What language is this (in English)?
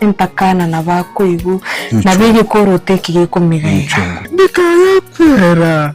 Gusii